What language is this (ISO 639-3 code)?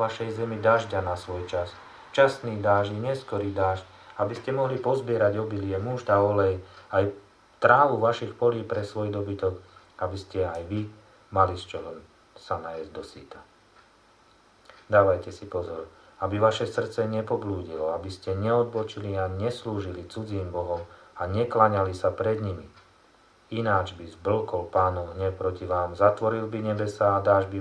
slk